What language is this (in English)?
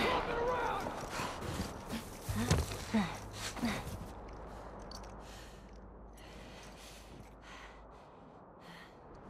English